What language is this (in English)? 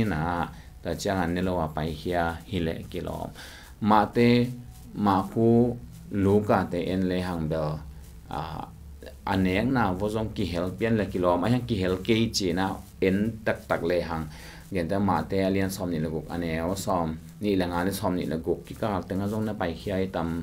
Tedim Chin